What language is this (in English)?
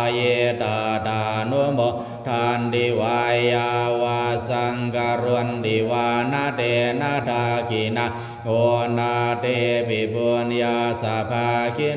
Pali